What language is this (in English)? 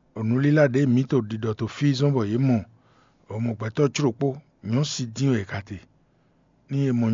Fon